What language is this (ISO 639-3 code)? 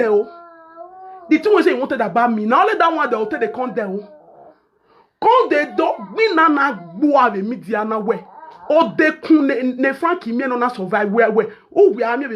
pcm